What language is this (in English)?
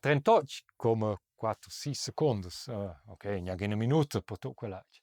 Romansh